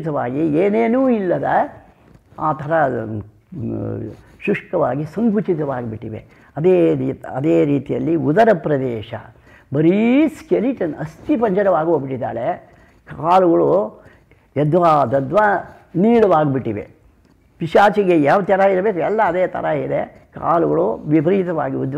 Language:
Kannada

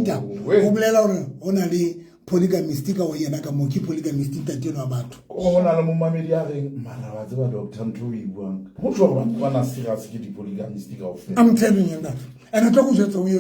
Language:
Southern Sotho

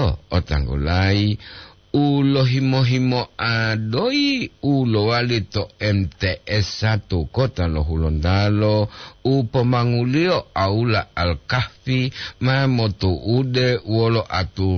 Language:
Gorontalo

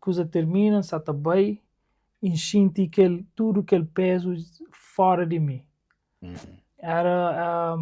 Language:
Kabuverdianu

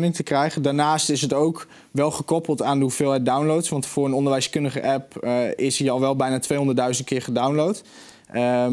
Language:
Dutch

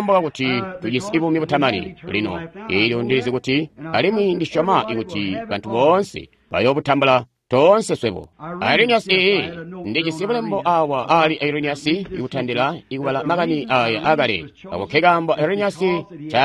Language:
Tonga (Zambia)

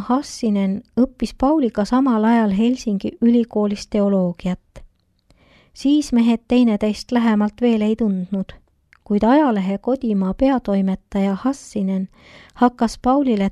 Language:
Estonian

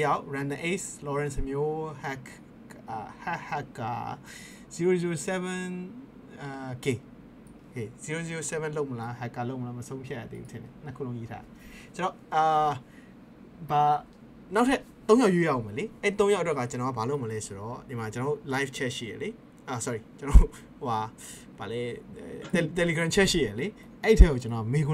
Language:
Burmese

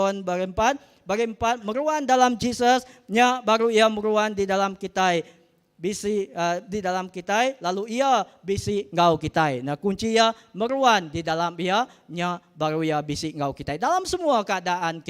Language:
Iban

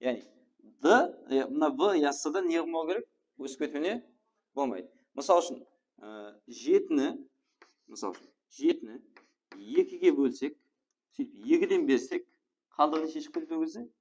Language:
Kara-Kalpak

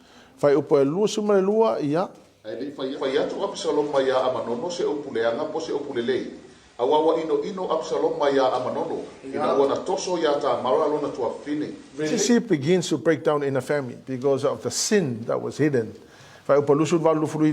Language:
Samoan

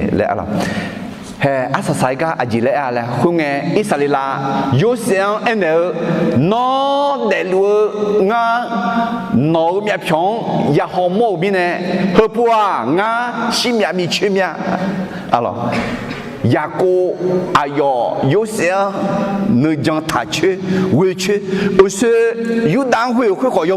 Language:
Akha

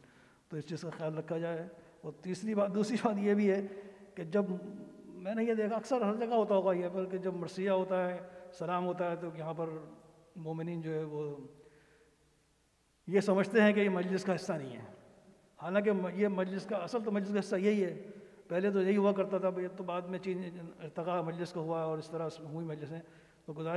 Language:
Urdu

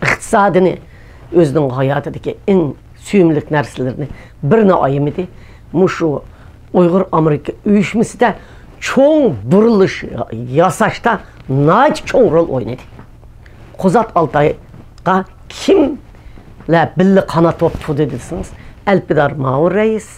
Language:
Uyghur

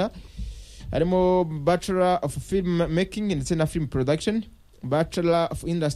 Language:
Kinyarwanda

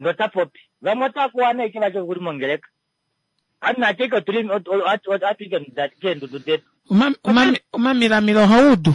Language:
Kuanyama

